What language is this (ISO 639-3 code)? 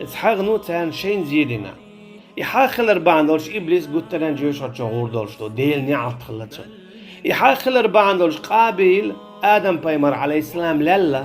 che